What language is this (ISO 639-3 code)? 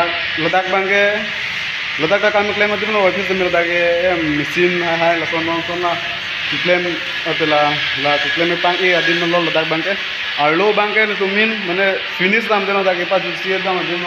mjw